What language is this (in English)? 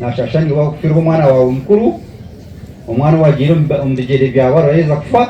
Nyankole